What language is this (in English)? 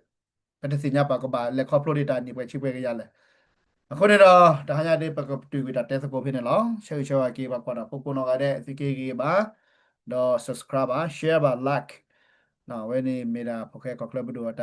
S'gaw Karen